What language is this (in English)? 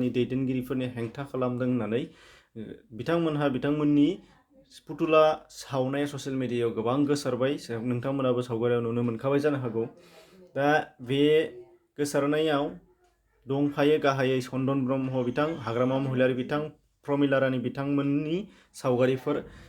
Bodo